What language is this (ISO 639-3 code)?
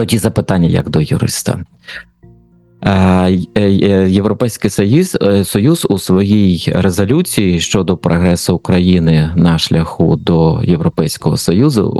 ukr